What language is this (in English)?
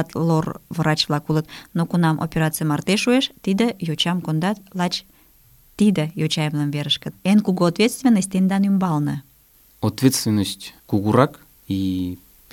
Mari